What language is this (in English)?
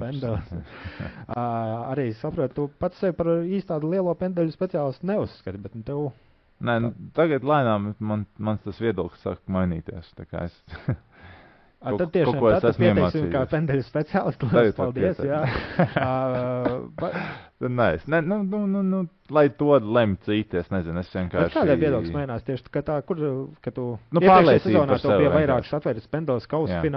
Latvian